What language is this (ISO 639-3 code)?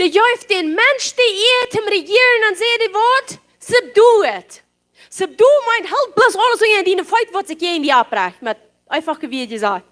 pdt